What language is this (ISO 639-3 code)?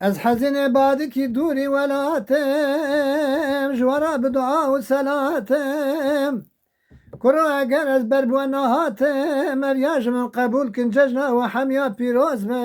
kur